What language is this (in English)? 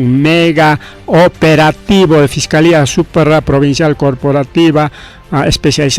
Ayacucho Quechua